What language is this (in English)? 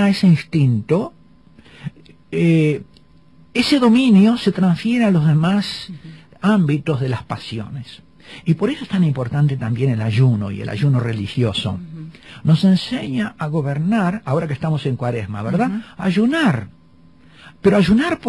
Spanish